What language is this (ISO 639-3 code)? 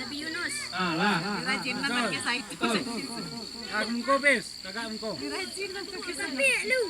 min